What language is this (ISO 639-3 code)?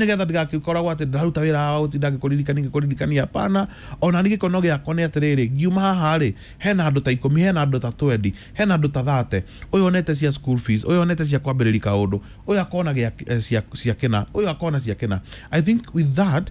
kik